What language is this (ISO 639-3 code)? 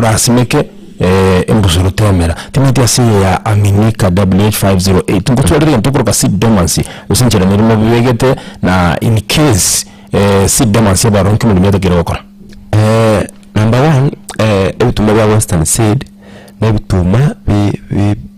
guz